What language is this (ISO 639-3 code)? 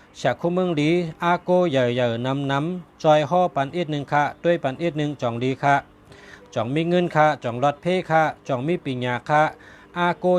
shn